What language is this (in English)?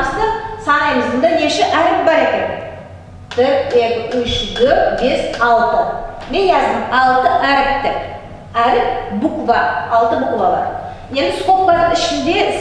Nogai